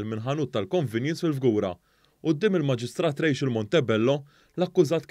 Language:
Maltese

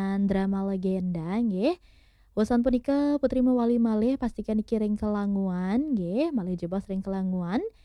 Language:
Balinese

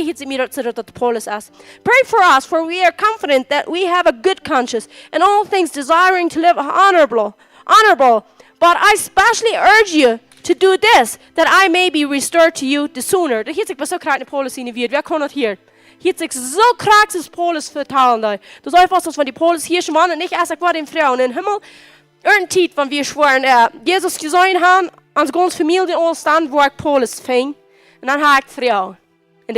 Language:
Plautdietsch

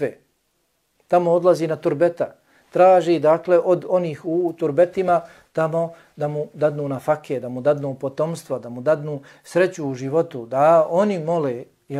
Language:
Bosnian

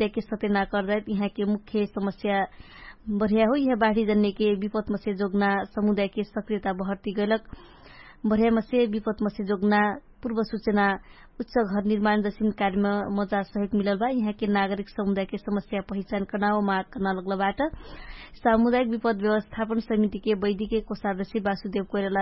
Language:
Dangaura Tharu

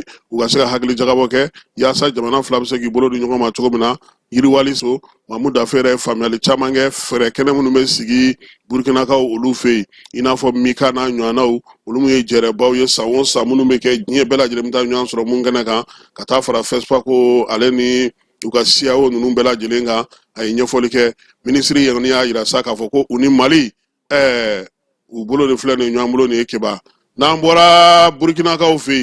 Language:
Bambara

